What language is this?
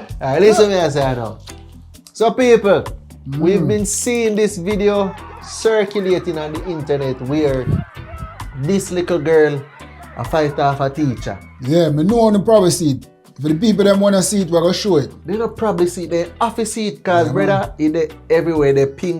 Jamaican Creole English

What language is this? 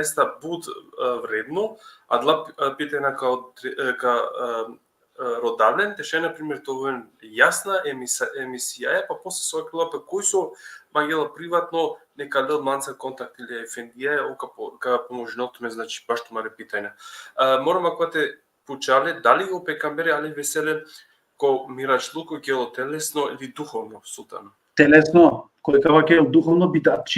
Balkan Romani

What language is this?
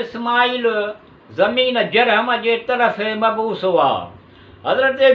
Sindhi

